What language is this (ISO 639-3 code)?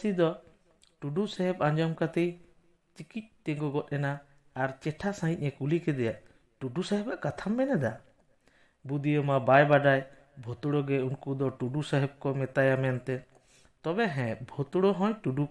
sat